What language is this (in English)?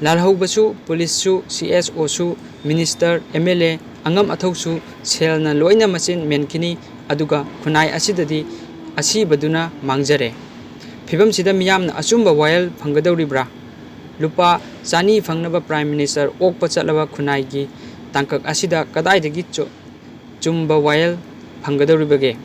Manipuri